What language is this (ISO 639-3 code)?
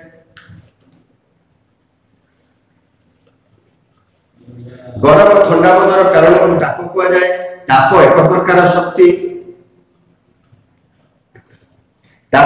ori